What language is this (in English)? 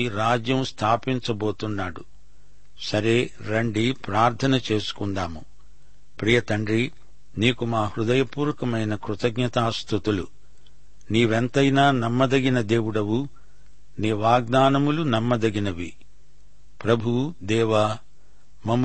Telugu